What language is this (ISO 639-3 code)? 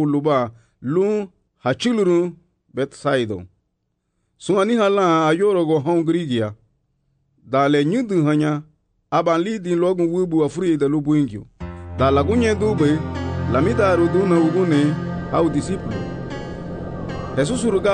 cab